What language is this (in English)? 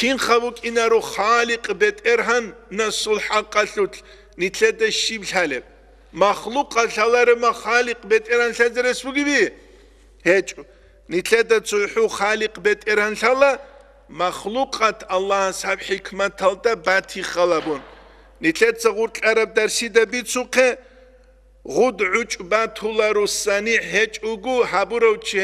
Avaric